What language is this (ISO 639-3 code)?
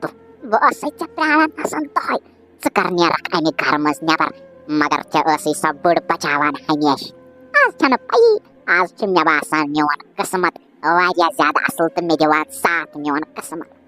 kas